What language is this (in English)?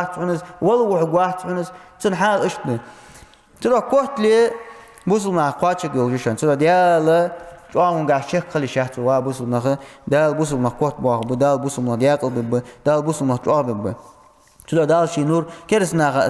Ingush